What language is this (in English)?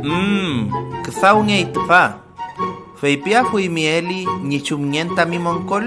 Mapuche